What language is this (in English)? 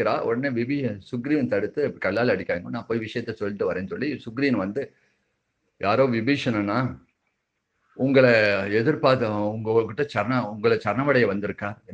Tamil